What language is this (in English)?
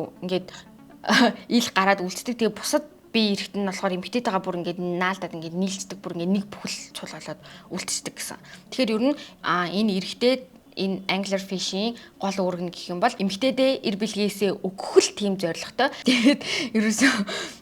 Mongolian